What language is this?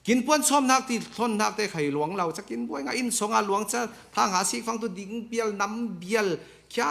Falam Chin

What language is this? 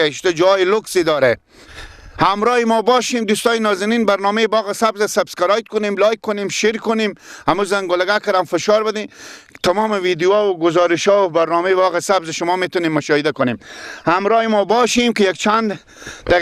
Persian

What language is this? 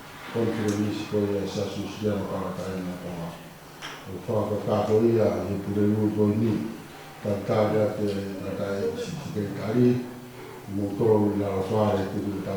Tongan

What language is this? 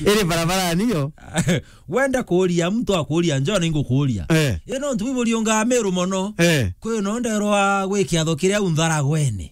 Meru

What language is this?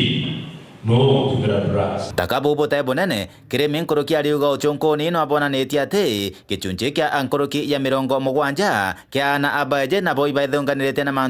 Meru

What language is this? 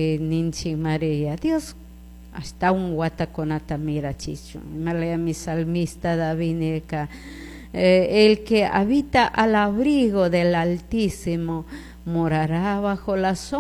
Chimborazo Highland Quichua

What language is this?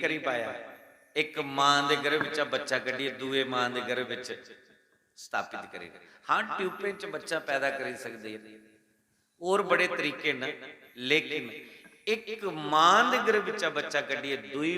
Dogri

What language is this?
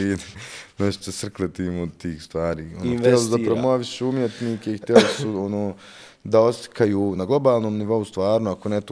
Bosnian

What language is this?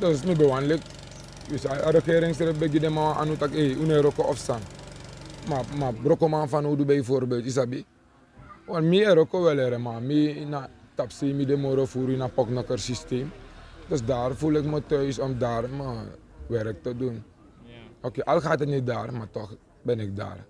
Sranan Tongo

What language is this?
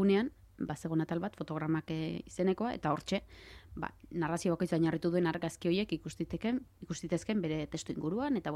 Basque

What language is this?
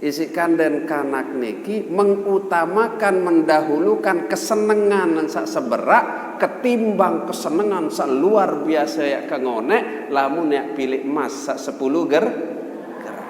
Sasak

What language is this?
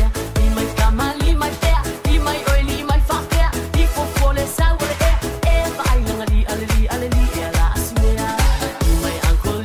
Tongan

